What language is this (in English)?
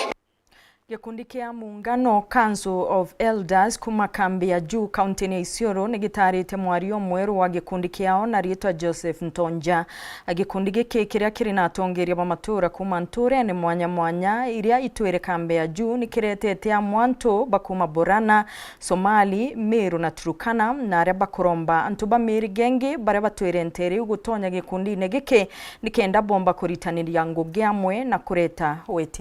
Meru